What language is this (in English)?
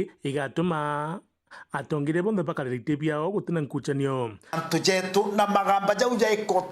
Meru